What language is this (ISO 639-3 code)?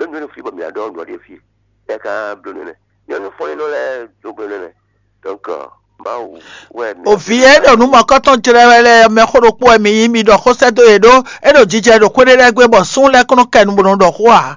fon